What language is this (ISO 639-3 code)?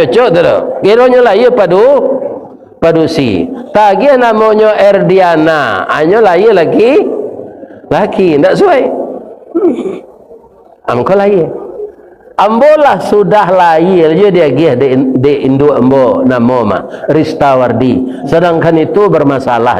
min